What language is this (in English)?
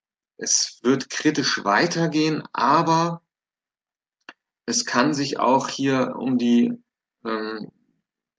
German